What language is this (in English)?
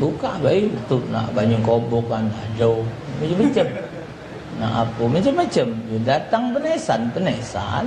Musi